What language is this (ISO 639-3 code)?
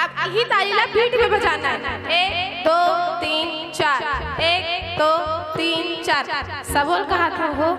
hne